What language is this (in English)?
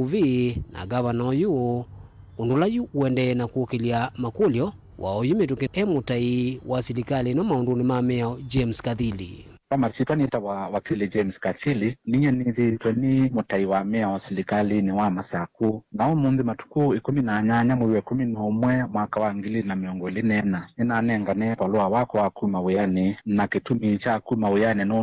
Kamba